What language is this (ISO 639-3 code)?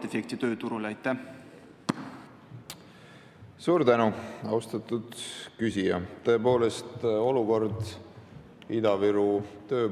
est